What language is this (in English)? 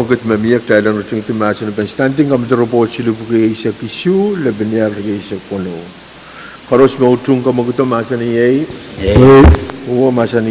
Pohnpeian